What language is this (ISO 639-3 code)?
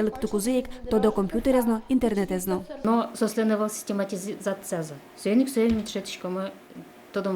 udm